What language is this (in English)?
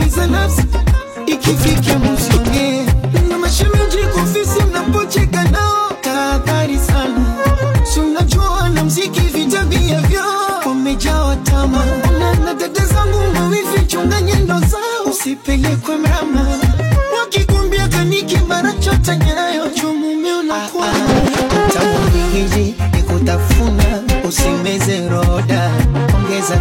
Swahili